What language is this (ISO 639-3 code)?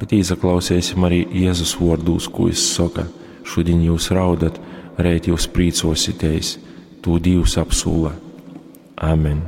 ltg